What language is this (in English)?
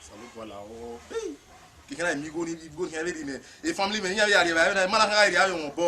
Bini